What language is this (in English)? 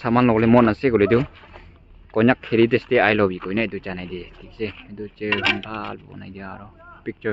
Naga Pidgin